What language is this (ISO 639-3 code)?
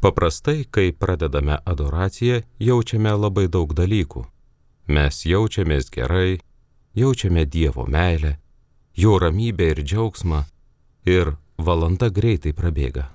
lit